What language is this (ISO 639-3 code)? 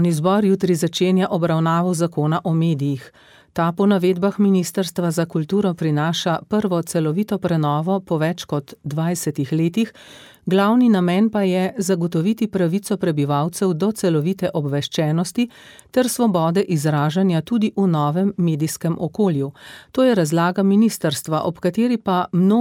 slv